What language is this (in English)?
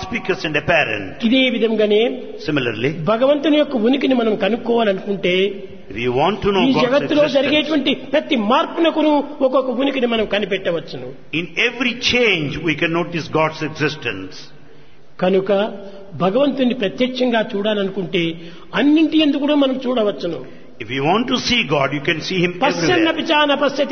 Telugu